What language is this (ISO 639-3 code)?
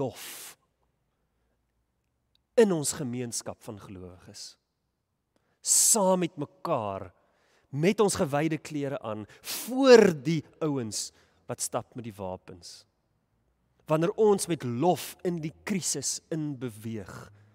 afr